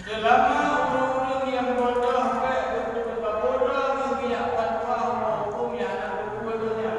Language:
Achinese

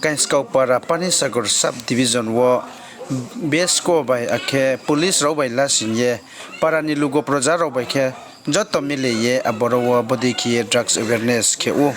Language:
Riang (India)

